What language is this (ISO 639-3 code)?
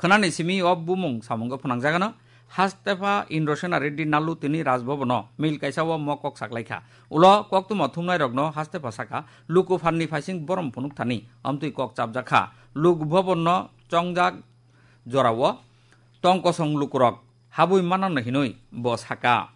trp